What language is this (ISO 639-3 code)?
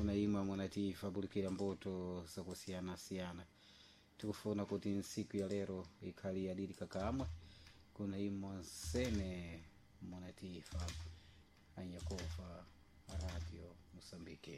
seh